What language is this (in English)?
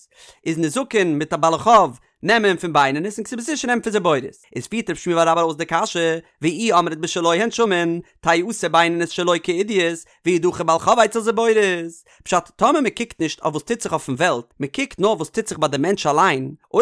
Yiddish